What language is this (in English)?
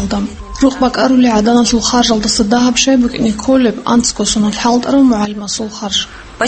Avaric